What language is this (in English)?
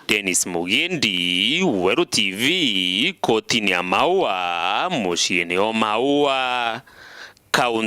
Meru